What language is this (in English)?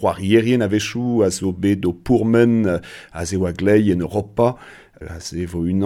Breton